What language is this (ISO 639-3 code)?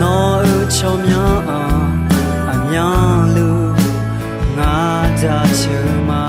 ahk